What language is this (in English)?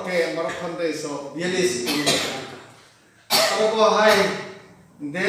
Kok Borok